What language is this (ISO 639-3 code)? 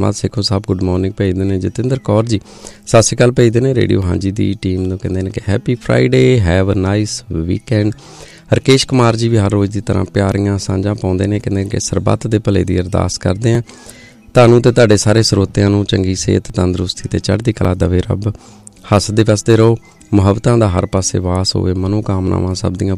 pan